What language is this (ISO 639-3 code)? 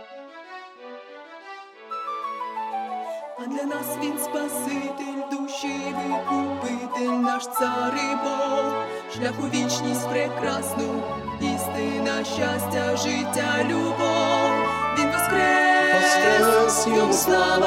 ukr